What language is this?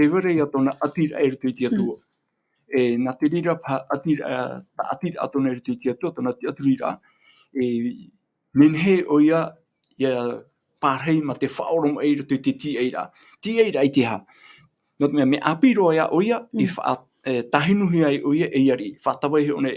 Tahitian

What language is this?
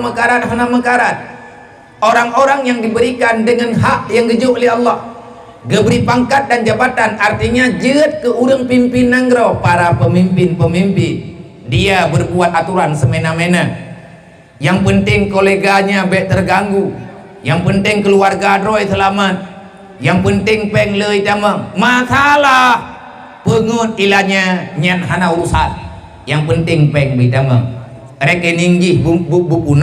Achinese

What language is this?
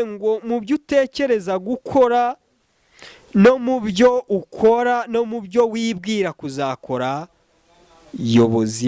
Kinyarwanda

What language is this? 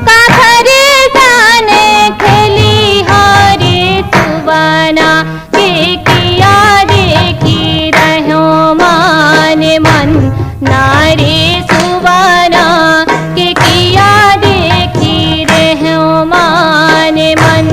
Chhattisgarhi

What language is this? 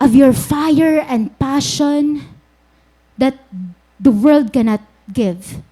Waray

